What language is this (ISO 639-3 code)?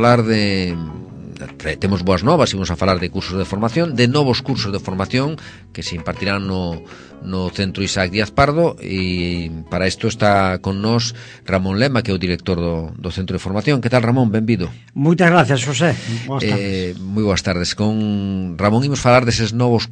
glg